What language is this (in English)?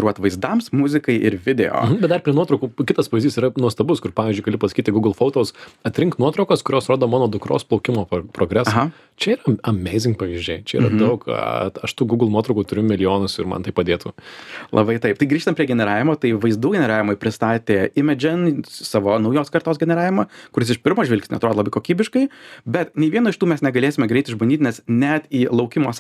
Lithuanian